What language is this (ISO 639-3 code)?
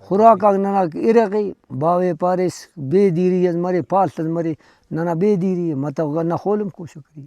brh